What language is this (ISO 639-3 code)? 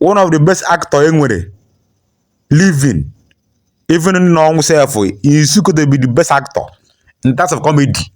ibo